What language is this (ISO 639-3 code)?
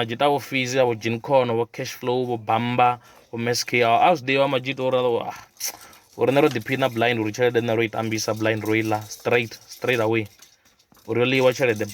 ven